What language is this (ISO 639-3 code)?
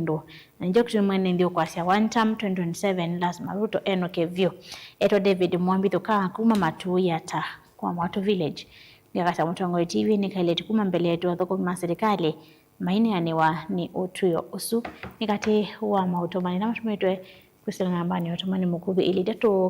kam